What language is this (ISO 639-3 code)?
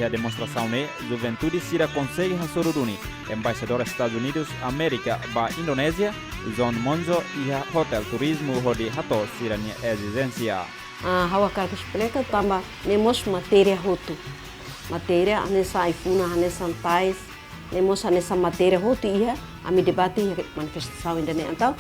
tet